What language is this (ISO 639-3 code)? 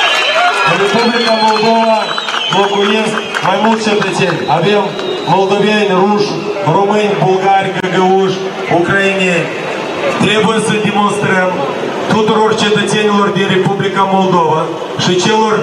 ron